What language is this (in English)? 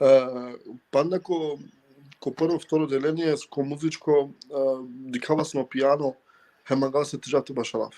Balkan Romani